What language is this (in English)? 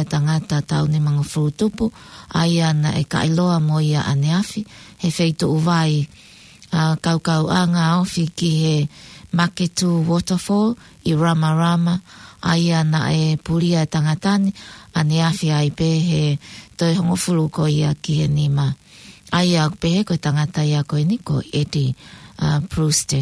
Tongan